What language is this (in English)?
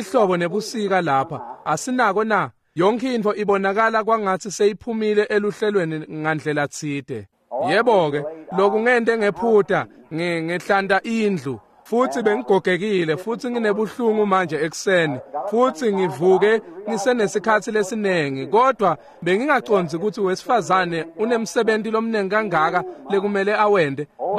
Swati